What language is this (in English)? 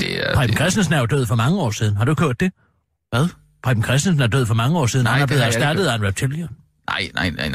Danish